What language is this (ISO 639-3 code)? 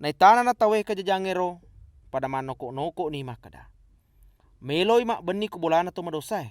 bug